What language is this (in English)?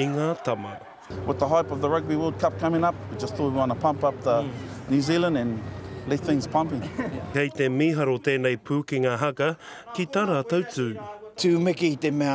Māori